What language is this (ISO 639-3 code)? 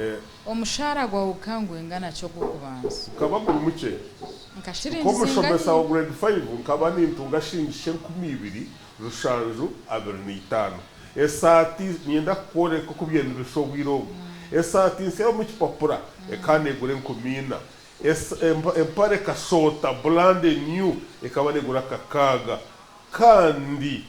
nyn